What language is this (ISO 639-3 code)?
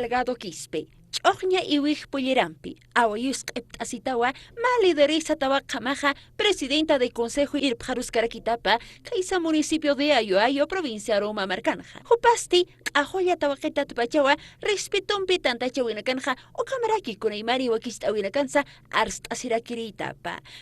aym